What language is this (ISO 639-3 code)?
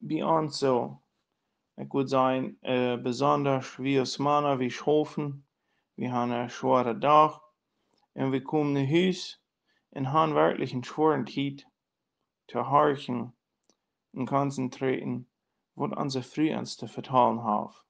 pdt